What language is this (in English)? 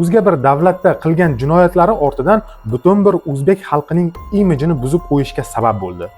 Uzbek